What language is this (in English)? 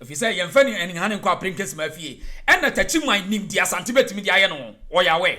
Akan